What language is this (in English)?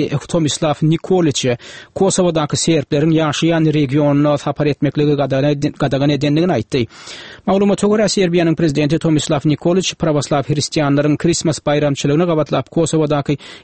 Turkmen